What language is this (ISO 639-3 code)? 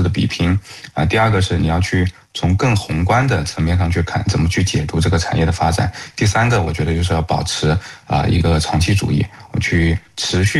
zho